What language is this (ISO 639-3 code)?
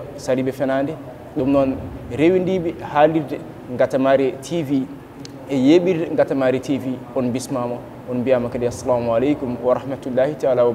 ful